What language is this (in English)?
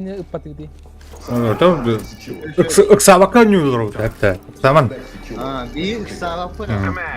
Yakut